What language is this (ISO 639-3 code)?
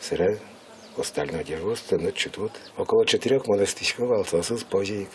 udm